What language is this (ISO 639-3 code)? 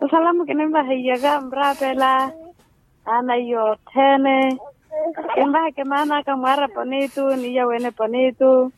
vmw